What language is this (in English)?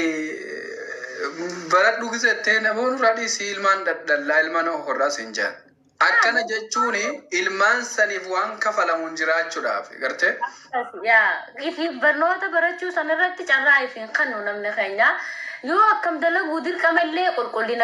Oromo